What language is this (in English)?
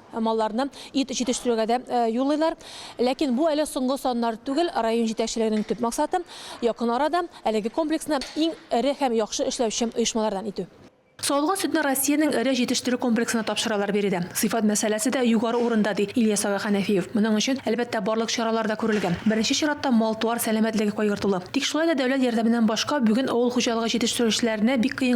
Tatar